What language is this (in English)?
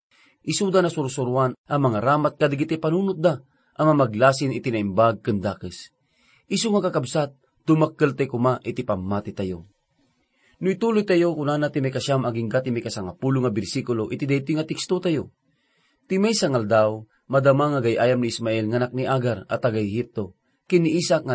Iloko